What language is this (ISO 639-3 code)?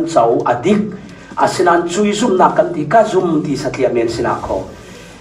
cfm